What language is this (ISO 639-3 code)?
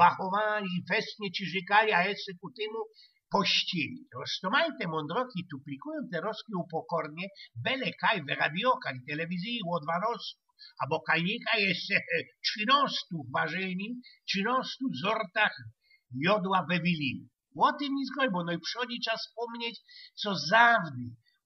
szl